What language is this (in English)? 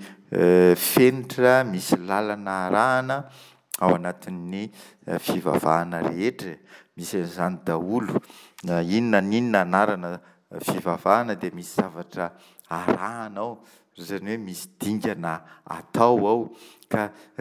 Malagasy